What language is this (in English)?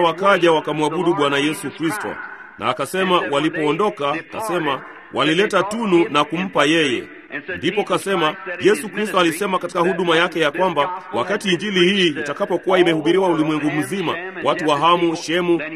Swahili